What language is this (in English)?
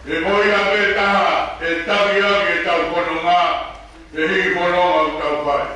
Tongan